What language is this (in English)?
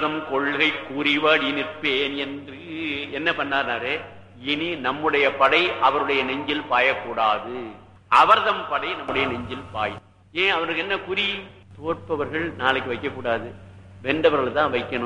Tamil